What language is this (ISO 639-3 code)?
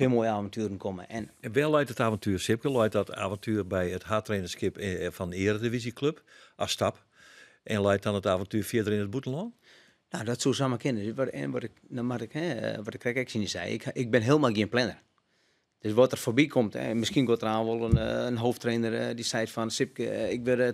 fry